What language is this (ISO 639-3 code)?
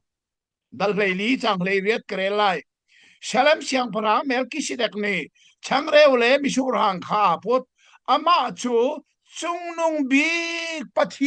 cnh